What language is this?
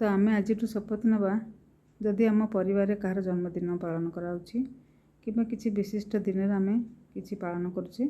Odia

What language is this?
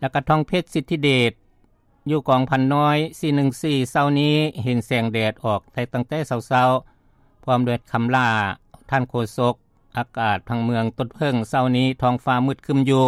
Lao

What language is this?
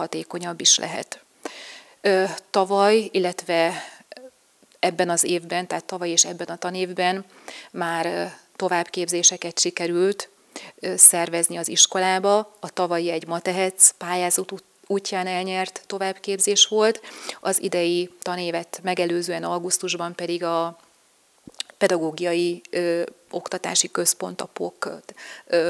Hungarian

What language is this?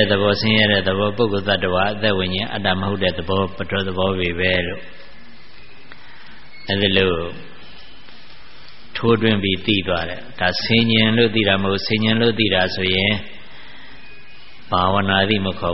Burmese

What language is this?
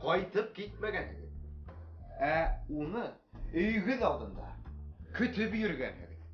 Bashkir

